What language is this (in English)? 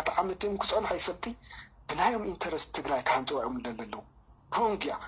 Tigrinya